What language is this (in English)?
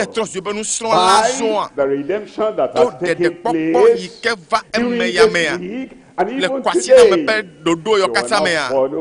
Ewe